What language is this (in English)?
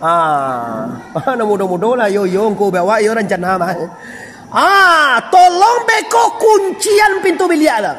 Minangkabau